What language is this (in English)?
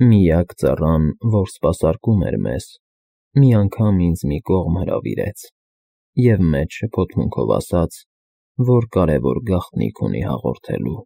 Armenian